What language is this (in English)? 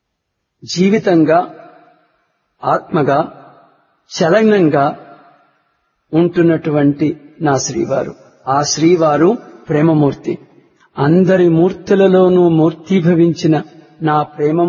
Telugu